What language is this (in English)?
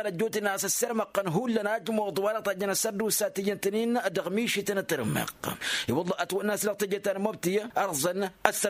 Tamasheq